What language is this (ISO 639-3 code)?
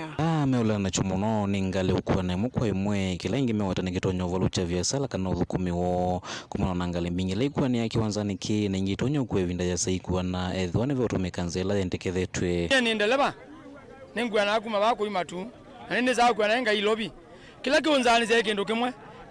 kam